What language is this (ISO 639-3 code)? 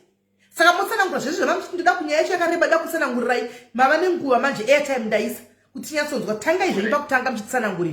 sna